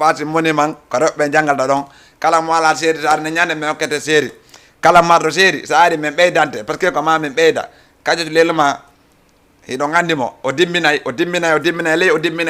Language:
Fula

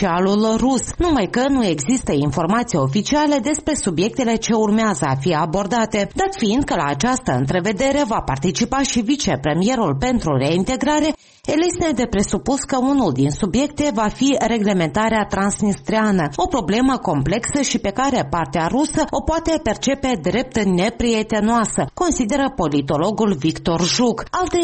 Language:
Romanian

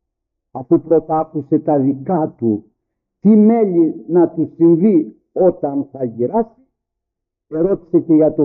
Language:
Greek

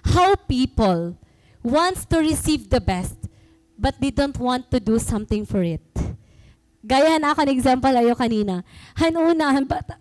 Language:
Waray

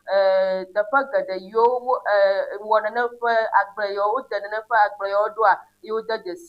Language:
Ewe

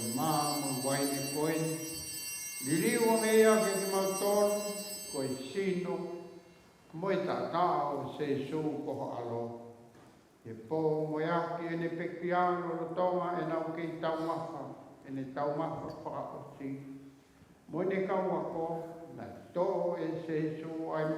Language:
Tongan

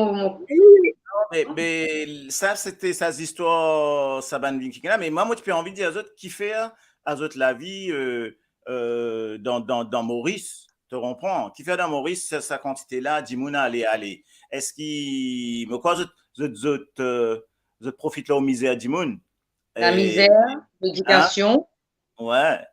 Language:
Morisyen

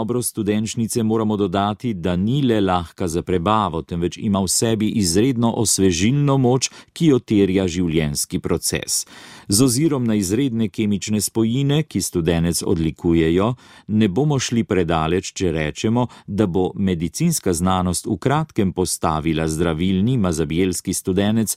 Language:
Slovenian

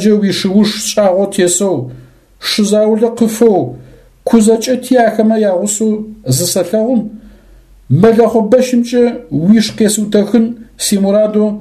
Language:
Adyghe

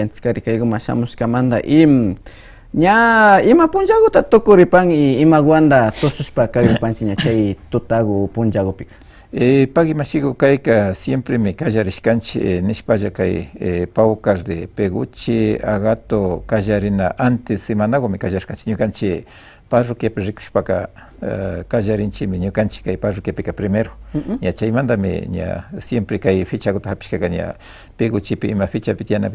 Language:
Imbabura Highland Quichua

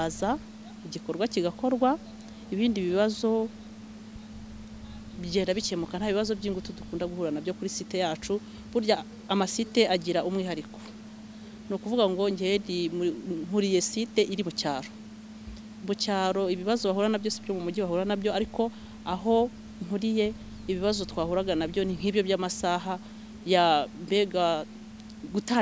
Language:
Kinyarwanda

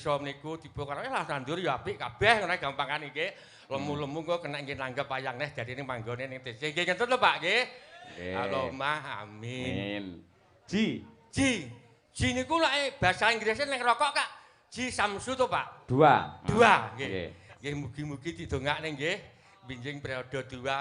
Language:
Javanese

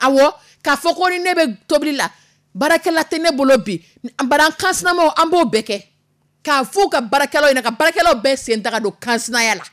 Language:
Dyula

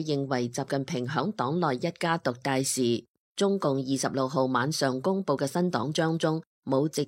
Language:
Cantonese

